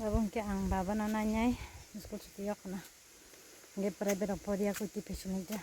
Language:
Kok Borok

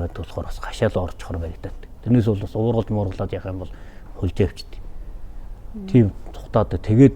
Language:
Mongolian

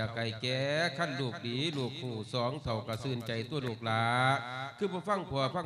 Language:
Lao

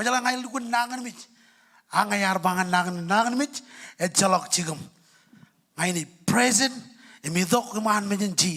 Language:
Marshallese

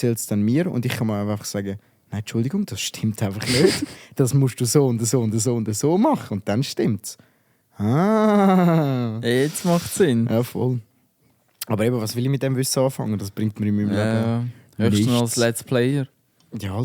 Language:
Swiss German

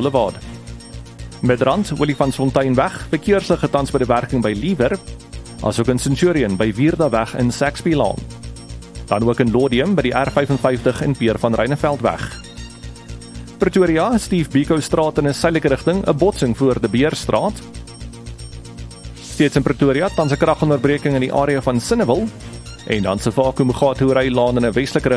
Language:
Afrikaans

